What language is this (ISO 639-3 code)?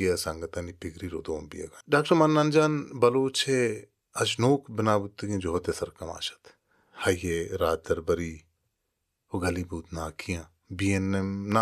bal